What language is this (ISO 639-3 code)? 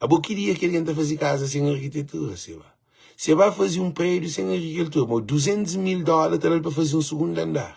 kea